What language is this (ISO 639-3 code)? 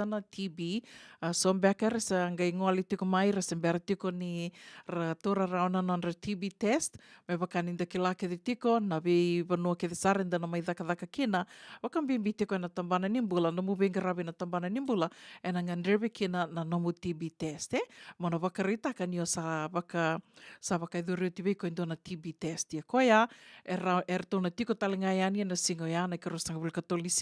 fij